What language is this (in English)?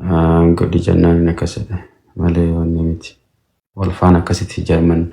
Oromo